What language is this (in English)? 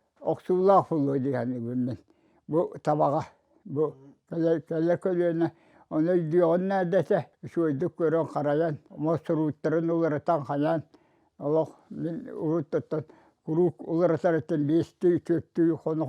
Yakut